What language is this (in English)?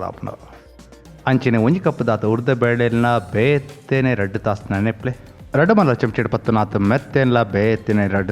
Tulu